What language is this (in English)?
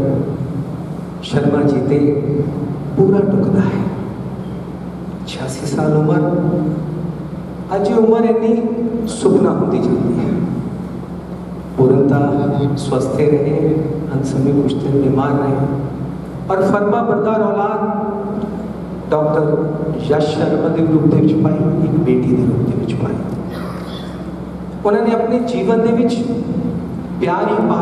Hindi